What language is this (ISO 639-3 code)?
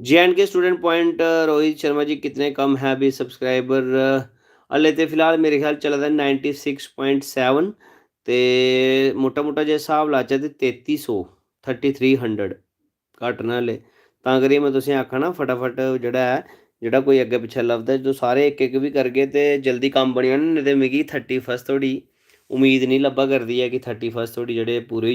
doi